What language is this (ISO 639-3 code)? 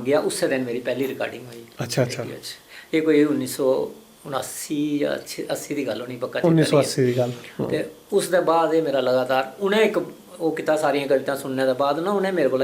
doi